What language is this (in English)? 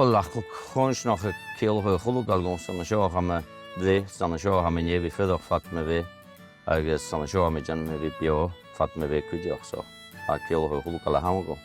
Scottish Gaelic